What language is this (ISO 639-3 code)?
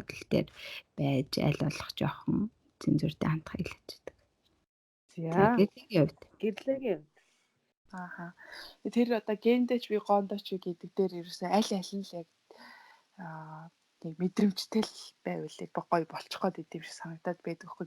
mon